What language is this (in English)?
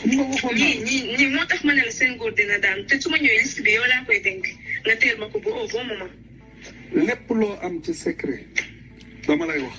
Wolof